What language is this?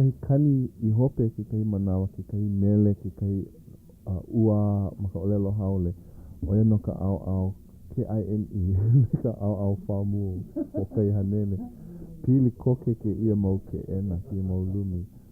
Hawaiian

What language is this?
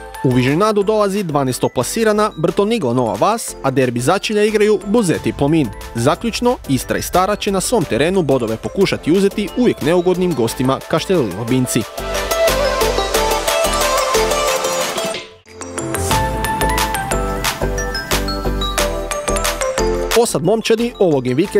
Croatian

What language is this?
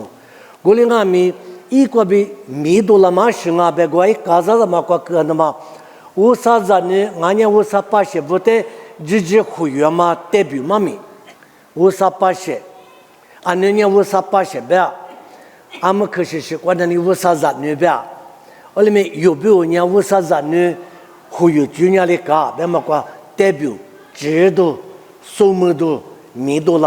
Lisu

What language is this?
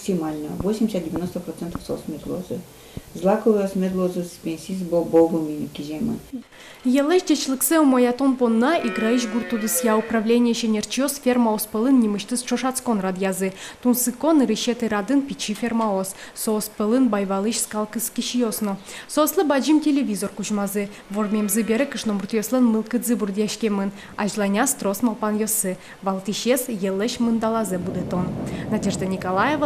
Udmurt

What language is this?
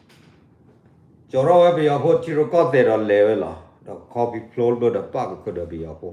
S'gaw Karen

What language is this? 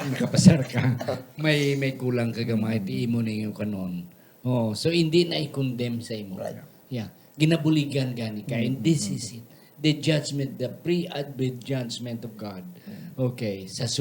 Hiligaynon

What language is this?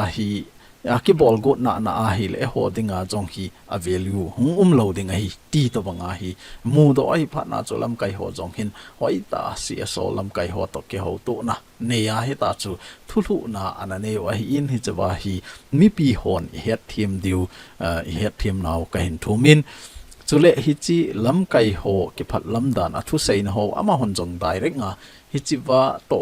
Thado Chin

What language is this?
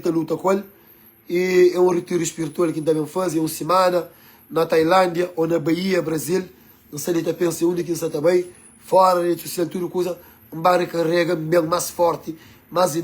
Kabuverdianu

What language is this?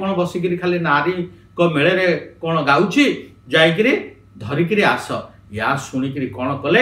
Odia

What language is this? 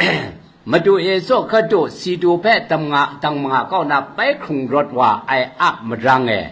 Kachin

